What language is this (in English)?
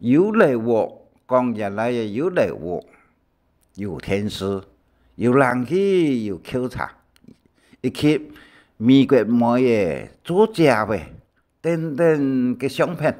Hakka Chinese